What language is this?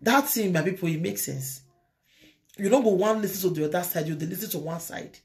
Nigerian Pidgin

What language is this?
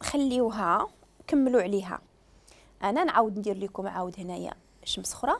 Moroccan Arabic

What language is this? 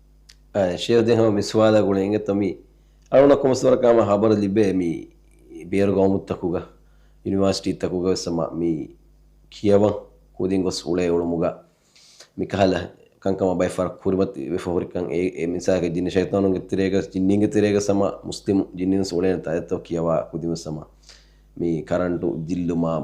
Divehi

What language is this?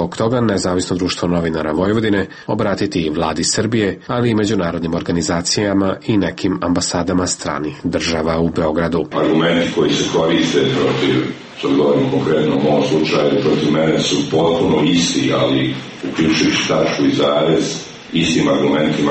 Serbian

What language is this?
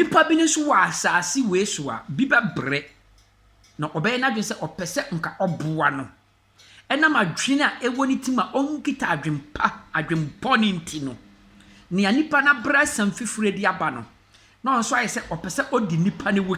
Akan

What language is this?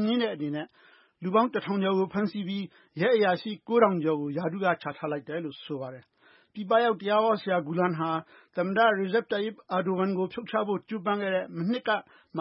Burmese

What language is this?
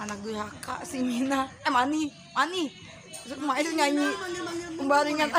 Betawi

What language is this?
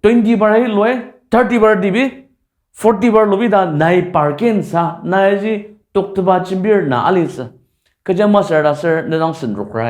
Ao Naga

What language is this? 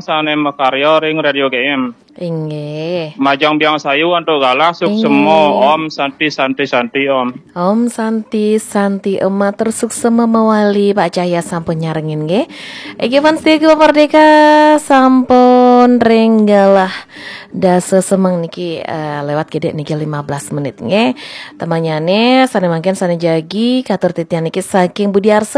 Balinese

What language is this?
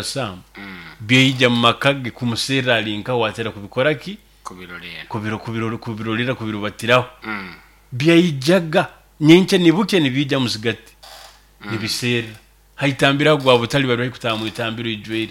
Nyoro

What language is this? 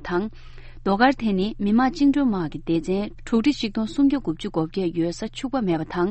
Tibetan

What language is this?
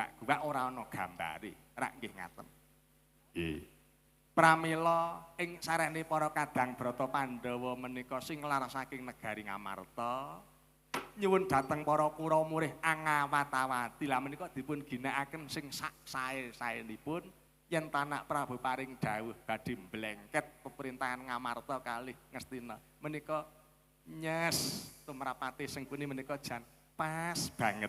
Javanese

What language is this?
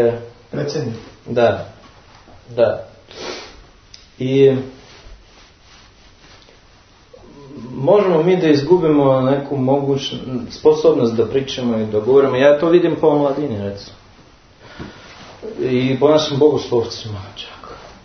Serbian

